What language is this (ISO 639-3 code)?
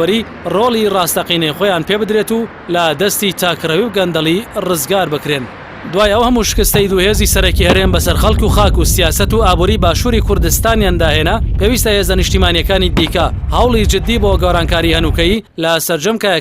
ckb